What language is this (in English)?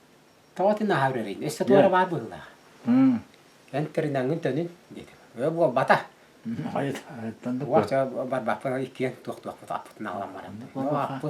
Yakut